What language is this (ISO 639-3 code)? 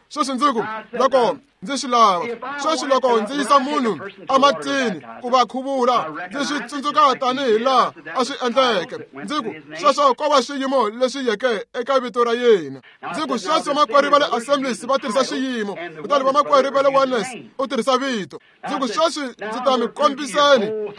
tso